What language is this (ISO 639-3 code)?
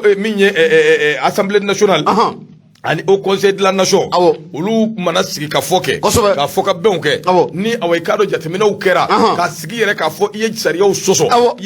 bam